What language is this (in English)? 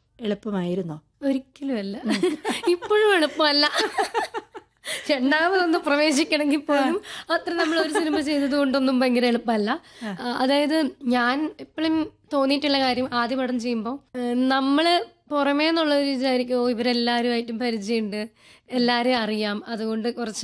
Malayalam